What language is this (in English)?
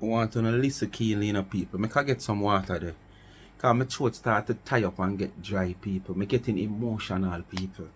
Jamaican Creole English